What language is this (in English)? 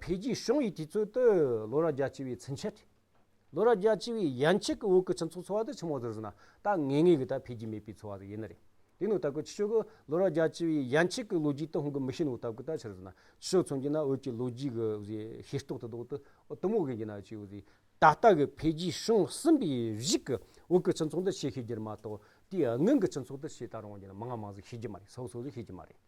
Amdo Tibetan